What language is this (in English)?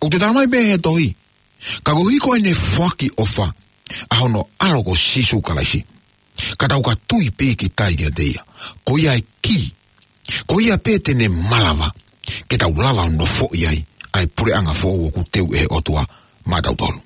Tongan